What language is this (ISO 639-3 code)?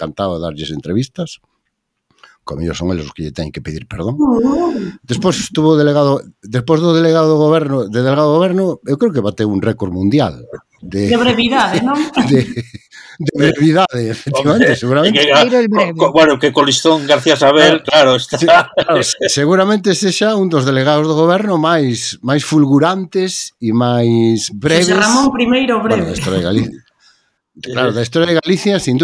glg